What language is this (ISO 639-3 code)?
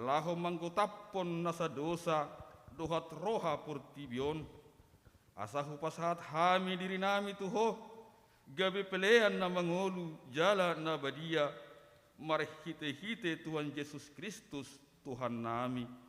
bbc